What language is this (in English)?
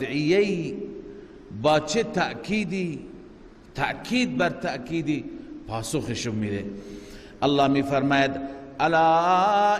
Persian